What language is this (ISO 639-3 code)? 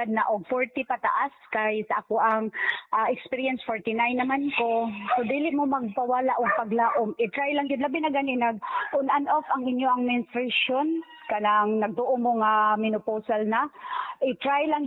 ceb